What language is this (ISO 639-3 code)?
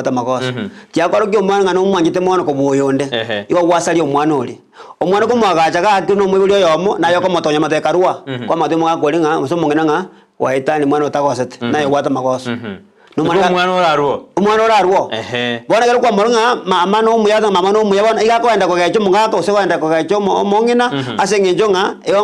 guz